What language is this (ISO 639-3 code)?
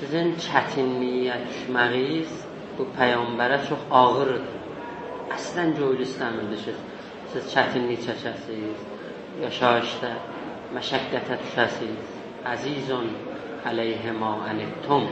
azb